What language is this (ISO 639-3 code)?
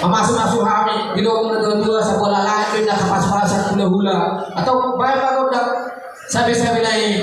bbc